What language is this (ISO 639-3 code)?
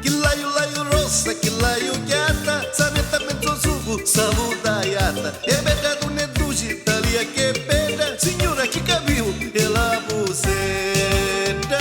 nap